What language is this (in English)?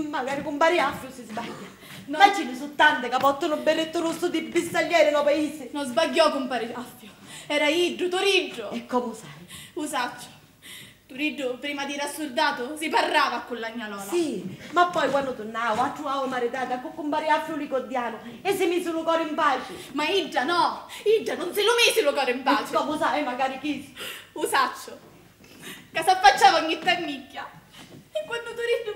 Sicilian